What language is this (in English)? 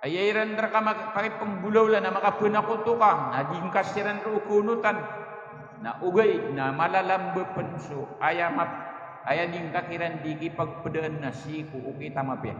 Maranao